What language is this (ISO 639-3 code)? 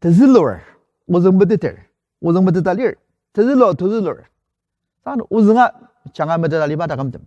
njo